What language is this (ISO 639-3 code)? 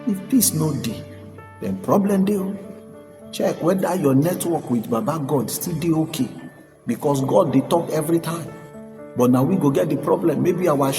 pcm